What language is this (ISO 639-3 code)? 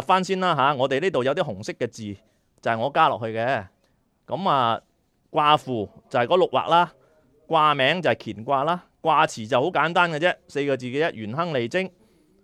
yue